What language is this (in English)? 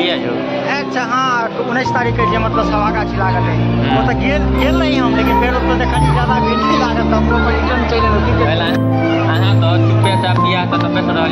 Maithili